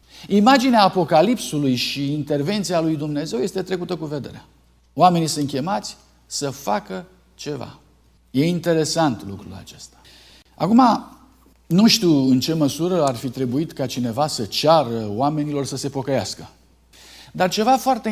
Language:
Romanian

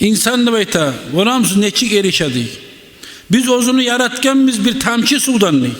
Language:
Kumyk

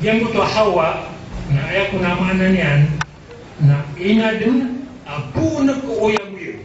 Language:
Maranao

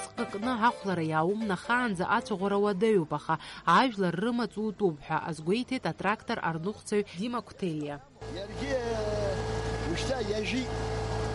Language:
Abkhazian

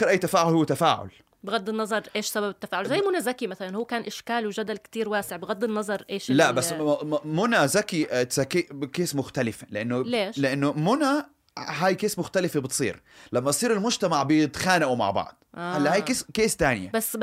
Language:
North Levantine Arabic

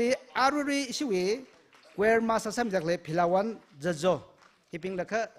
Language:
Tangkhul Naga (India)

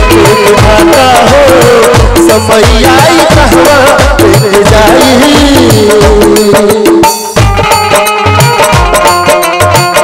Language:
Bhojpuri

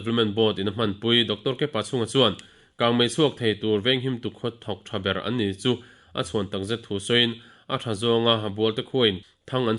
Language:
Mizo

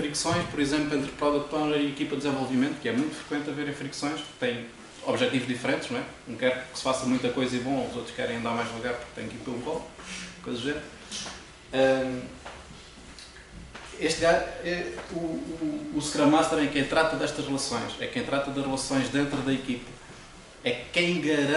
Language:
Portuguese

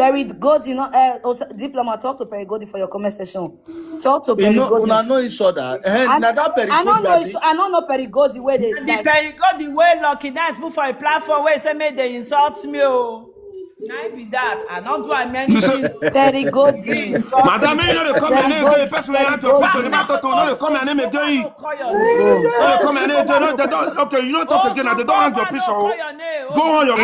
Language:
Nigerian Pidgin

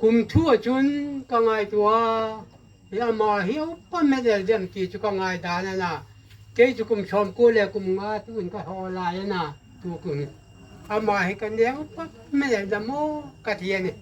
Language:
Hmar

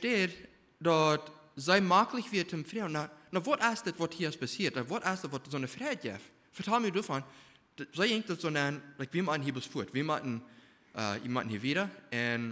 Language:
Plautdietsch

